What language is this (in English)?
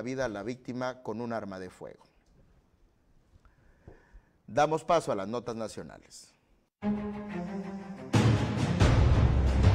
Spanish